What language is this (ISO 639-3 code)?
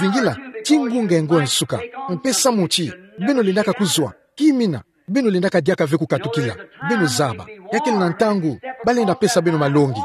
ktu